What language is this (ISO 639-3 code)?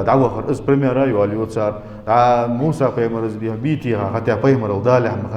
inh